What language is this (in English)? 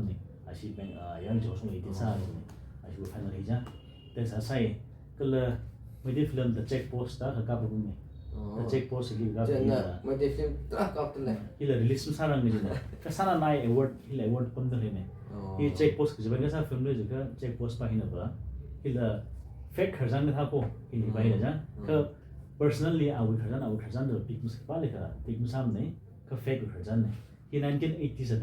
Tangkhul Naga (India)